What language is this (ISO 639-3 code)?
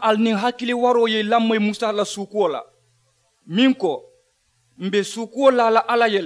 man